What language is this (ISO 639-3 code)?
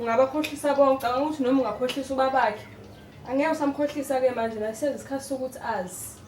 zul